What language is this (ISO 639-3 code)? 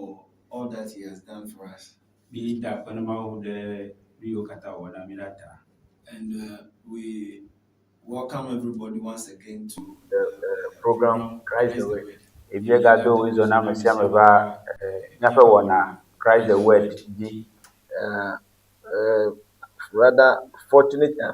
ewe